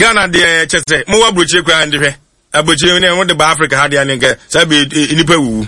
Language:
Akan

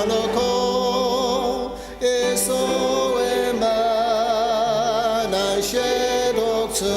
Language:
Ao Naga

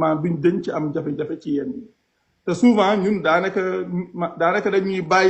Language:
Wolof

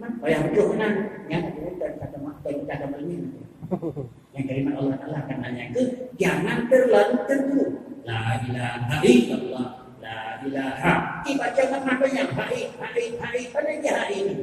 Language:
Achinese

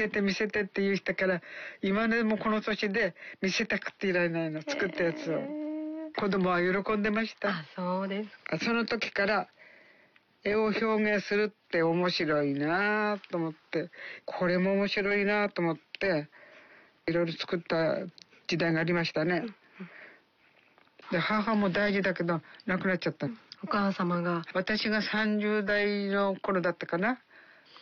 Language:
Japanese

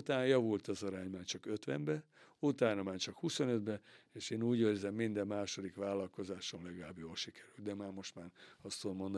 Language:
Hungarian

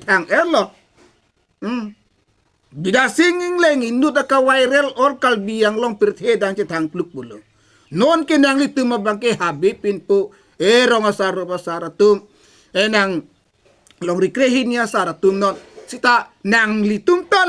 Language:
Karbi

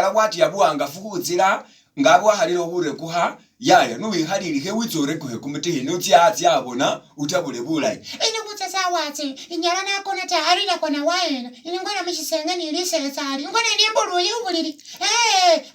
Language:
Masaaba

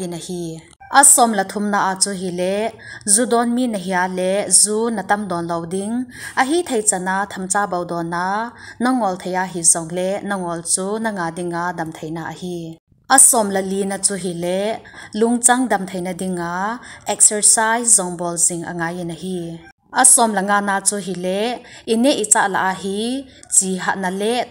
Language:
Thado Chin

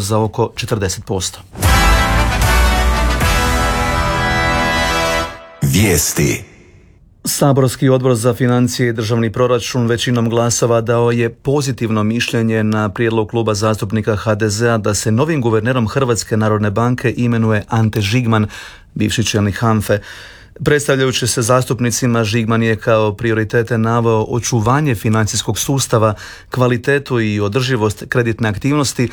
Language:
Croatian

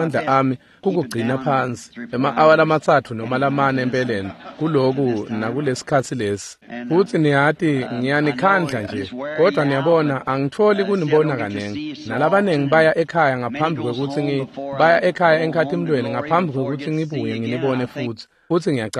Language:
Swati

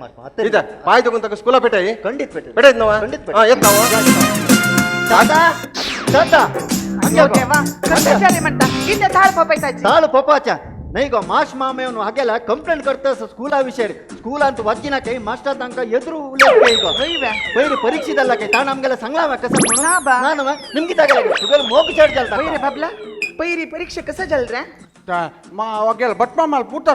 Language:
Konkani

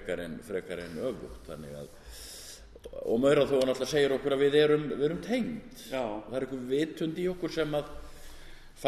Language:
Icelandic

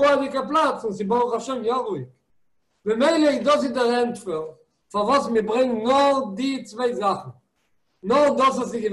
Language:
Yiddish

